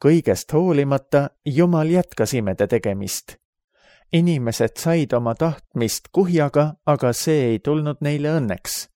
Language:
Estonian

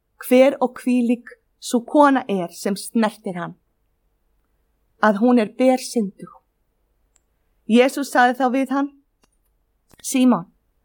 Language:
Icelandic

